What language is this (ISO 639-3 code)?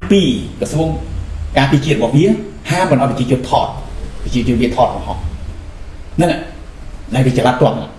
khm